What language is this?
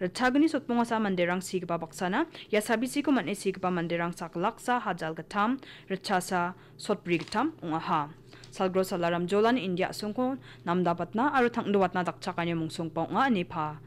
Garo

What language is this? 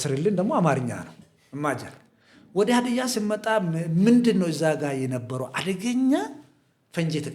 Amharic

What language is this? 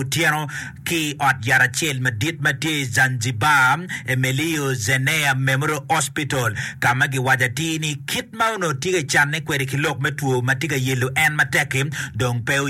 Acoli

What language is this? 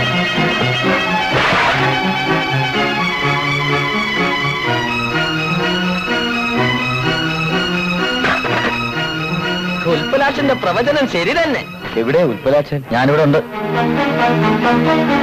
Malayalam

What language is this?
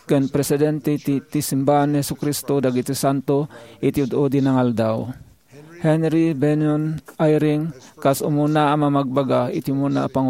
Iloko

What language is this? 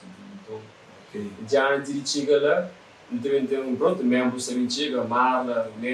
Kabuverdianu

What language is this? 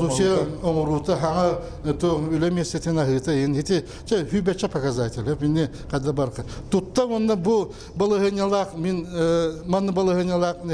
Yakut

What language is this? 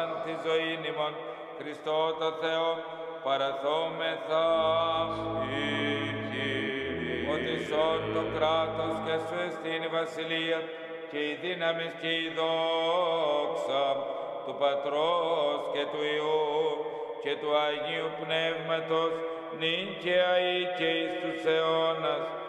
Greek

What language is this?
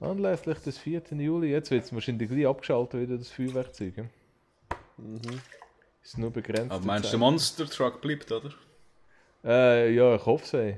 Swiss German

